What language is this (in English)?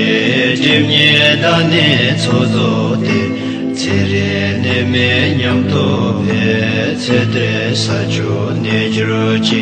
Tibetan